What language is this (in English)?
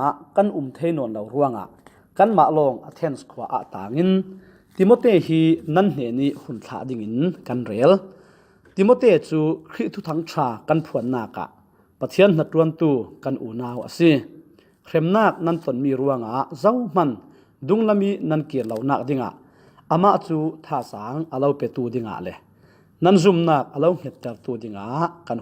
Falam Chin